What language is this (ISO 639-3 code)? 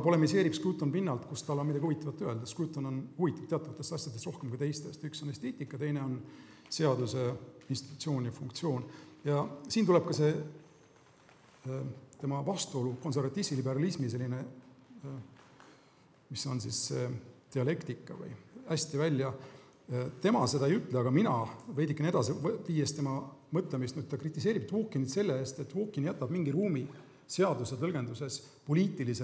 est